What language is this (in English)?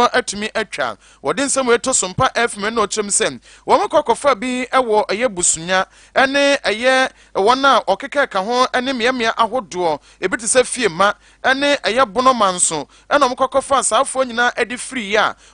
Akan